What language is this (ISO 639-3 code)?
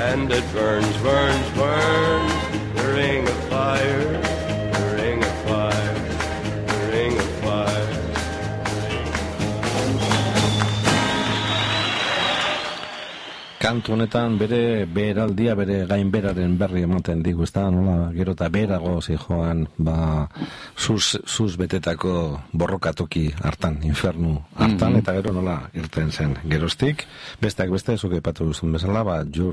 eus